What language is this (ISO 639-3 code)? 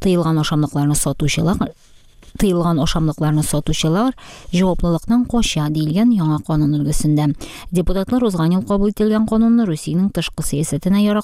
tat